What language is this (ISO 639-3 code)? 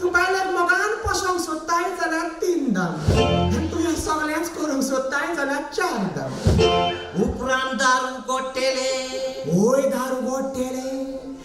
kok